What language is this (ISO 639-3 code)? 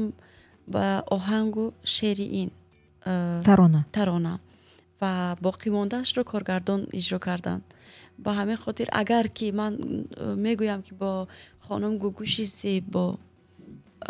tgk